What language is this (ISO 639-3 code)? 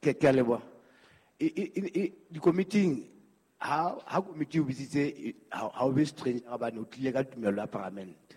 sot